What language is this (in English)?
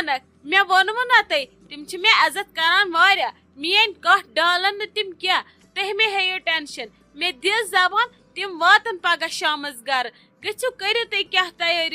Kashmiri